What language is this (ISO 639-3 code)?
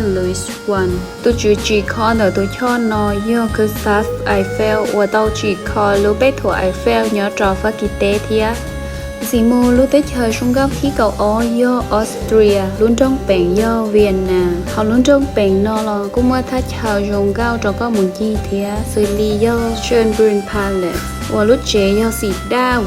hmn